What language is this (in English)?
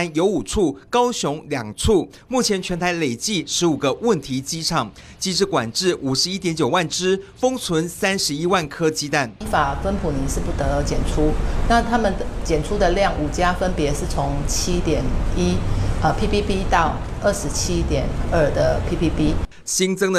Chinese